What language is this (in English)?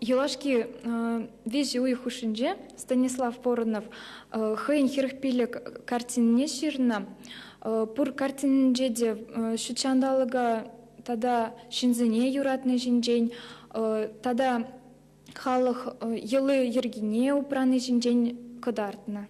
Chuvash